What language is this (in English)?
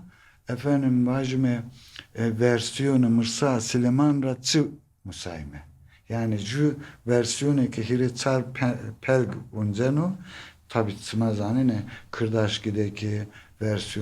Zaza